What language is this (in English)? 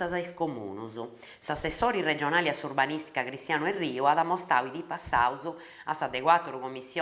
Sardinian